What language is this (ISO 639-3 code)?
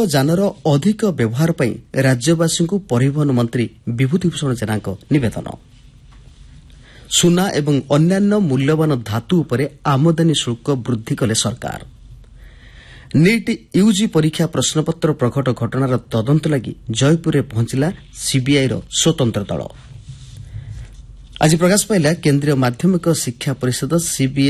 ori